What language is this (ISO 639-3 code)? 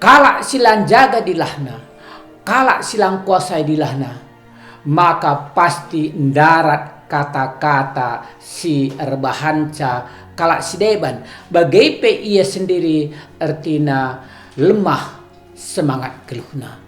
btx